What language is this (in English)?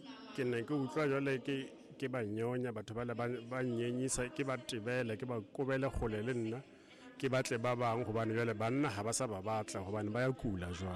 Southern Sotho